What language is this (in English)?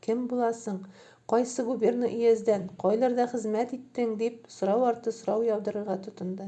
Tatar